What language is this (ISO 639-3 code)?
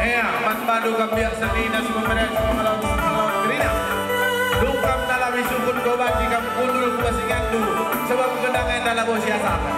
btx